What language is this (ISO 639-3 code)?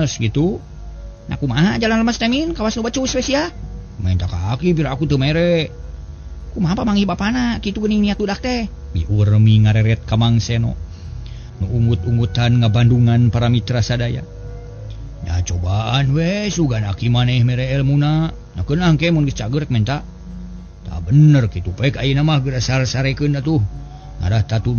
sun